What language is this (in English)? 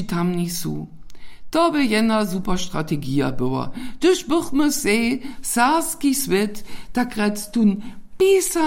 Upper Sorbian